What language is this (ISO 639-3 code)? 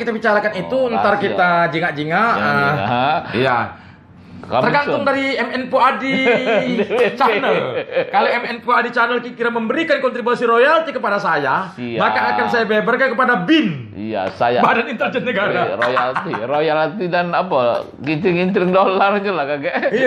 mui